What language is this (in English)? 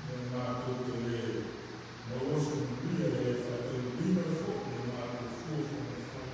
Samoan